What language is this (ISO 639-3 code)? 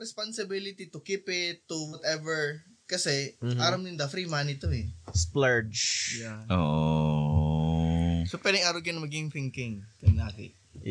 bik